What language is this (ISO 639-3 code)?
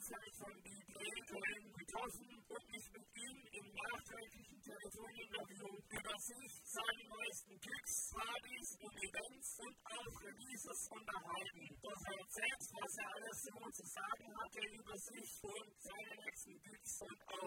deu